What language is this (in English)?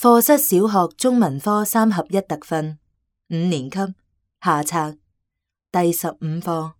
Cantonese